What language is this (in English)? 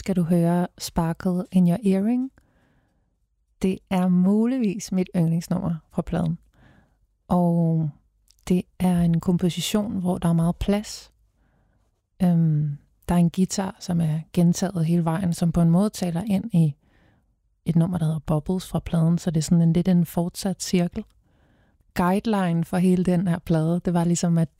Danish